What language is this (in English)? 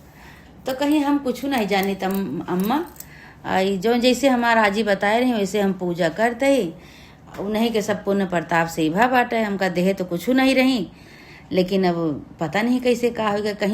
Awadhi